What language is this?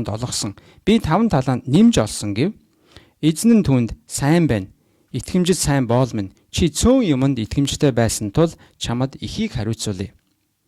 Mongolian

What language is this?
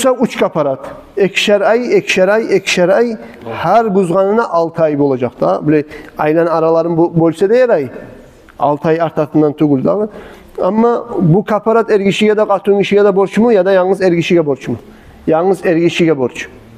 Kumyk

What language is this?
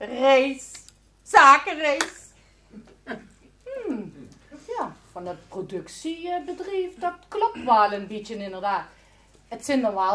Limburgish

